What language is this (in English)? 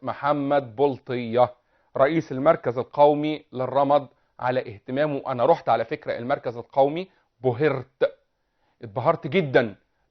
Egyptian Arabic